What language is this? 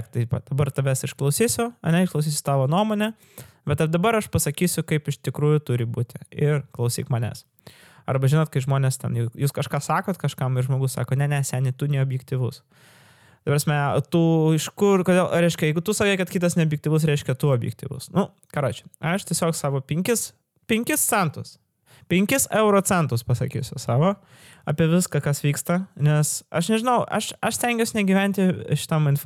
Lithuanian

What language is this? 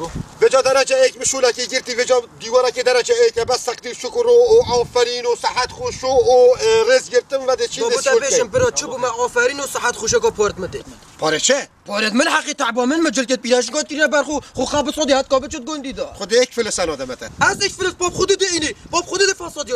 Kurdish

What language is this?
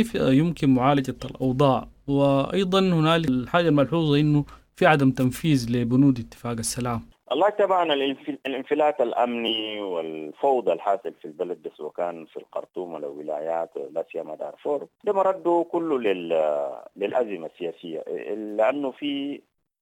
Sudanese Arabic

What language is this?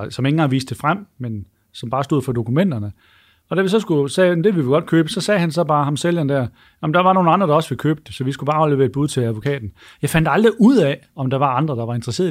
Danish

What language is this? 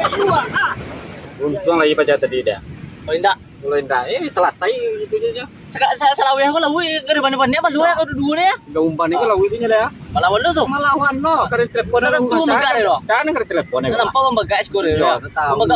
Minangkabau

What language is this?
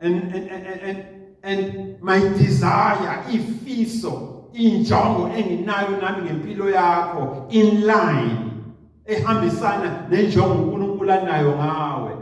Zulu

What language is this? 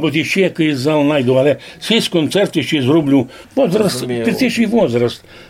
Rusyn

